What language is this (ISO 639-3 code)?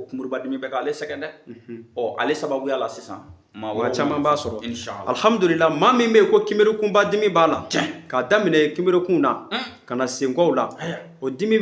bam